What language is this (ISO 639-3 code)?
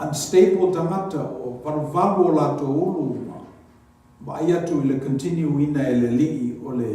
smo